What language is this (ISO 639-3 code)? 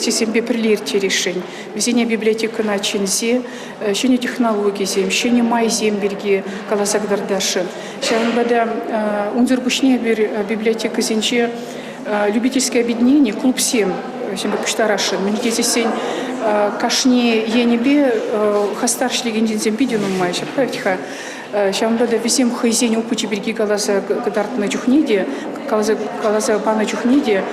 chv